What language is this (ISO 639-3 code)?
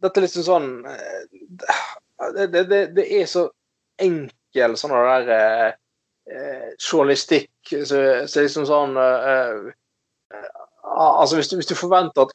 nor